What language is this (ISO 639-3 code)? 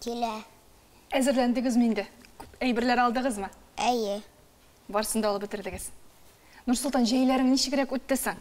tat